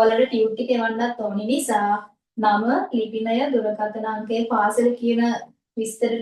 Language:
Sinhala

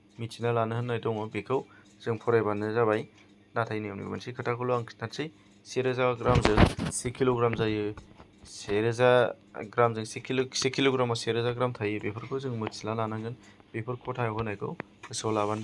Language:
Bodo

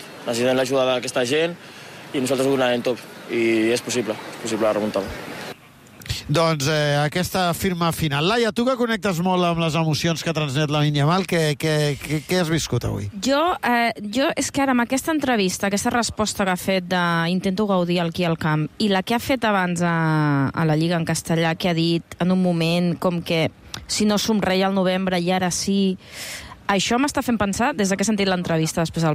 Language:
Catalan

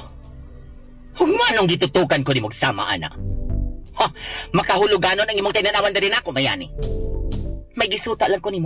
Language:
Cebuano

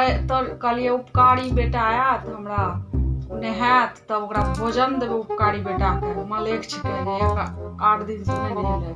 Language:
Maithili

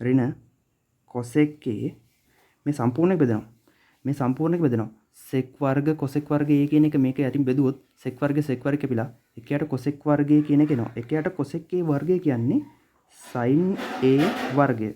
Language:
Sinhala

